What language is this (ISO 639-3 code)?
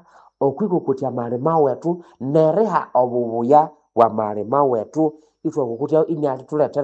nnb